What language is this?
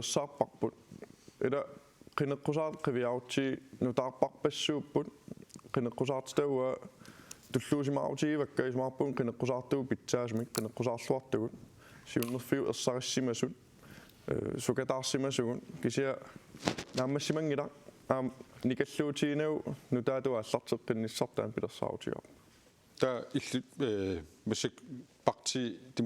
Kalaallisut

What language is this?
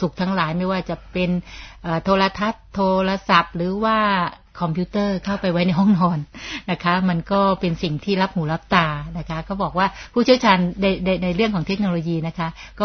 Thai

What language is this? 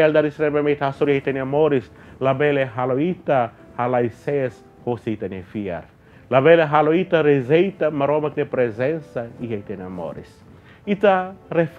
Tetum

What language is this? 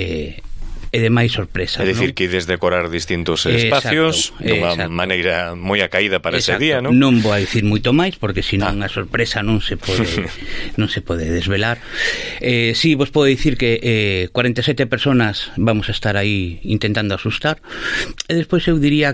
Galician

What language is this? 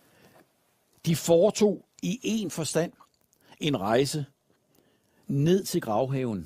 Danish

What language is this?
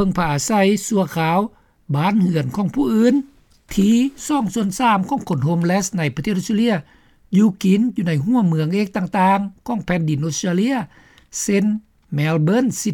Lao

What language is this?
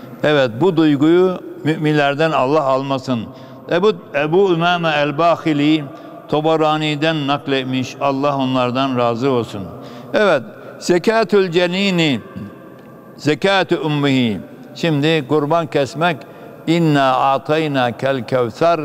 Turkish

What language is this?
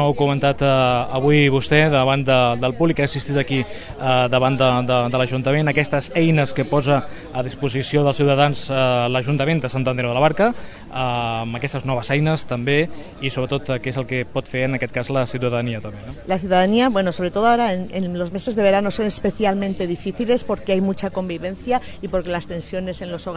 Catalan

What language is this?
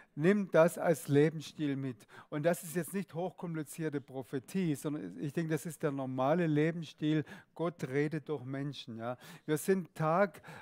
Swiss German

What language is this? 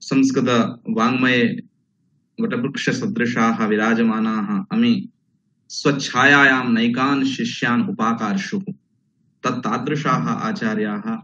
Sanskrit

